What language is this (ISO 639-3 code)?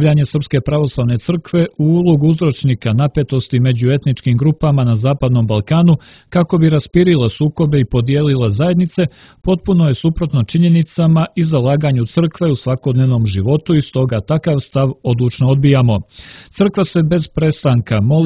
srp